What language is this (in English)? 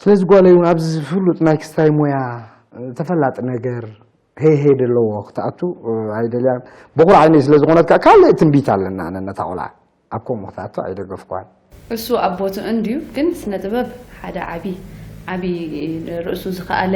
Tigrinya